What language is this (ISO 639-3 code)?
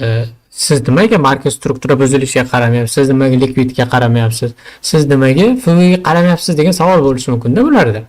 uzb